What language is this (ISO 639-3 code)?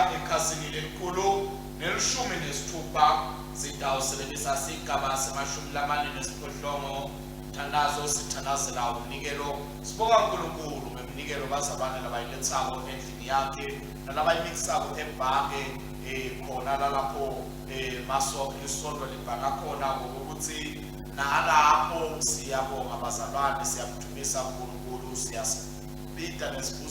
ssw